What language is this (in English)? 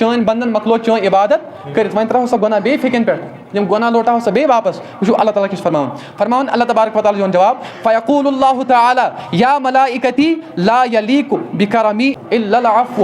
Kashmiri